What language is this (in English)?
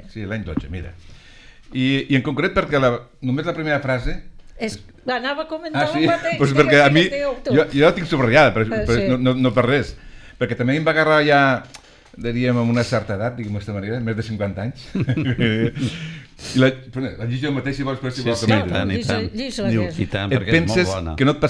Catalan